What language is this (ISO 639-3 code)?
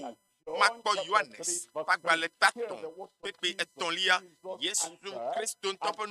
ewe